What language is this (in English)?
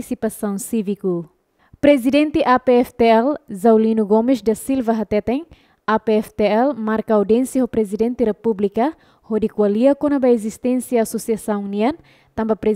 Tetum